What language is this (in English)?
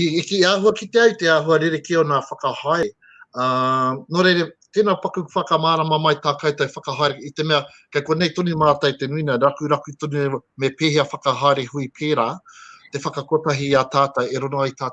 Māori